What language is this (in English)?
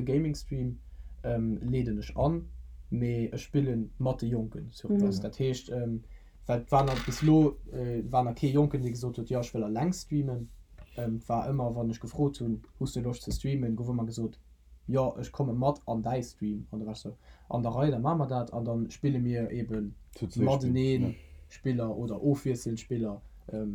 Luxembourgish